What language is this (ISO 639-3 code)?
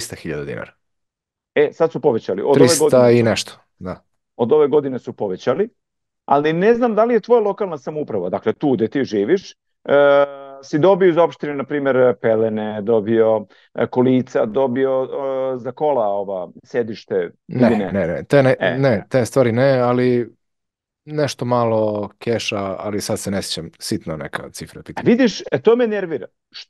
srp